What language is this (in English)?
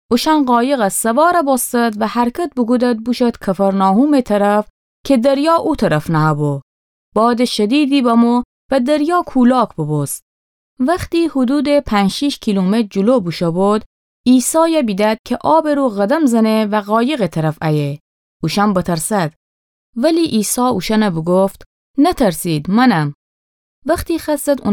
Gilaki